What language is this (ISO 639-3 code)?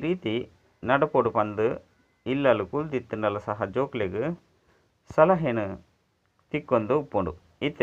tcy